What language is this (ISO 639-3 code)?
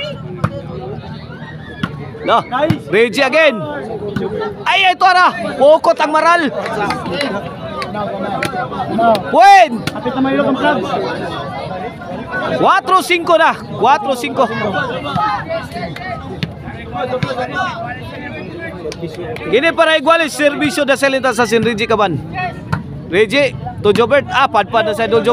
ceb